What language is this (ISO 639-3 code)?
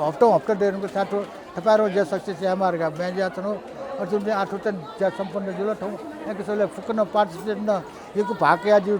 new